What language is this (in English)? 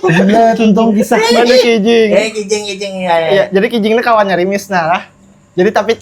Banjar